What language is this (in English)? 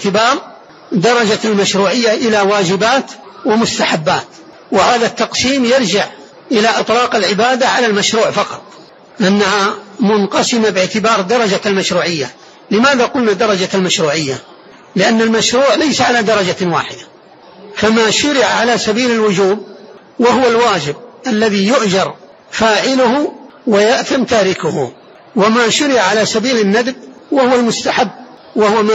Arabic